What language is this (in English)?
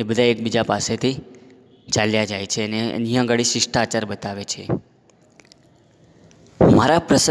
Gujarati